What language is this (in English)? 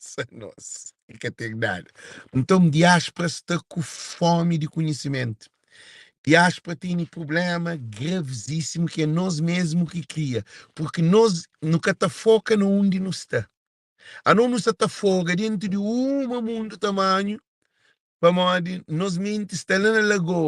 Kabuverdianu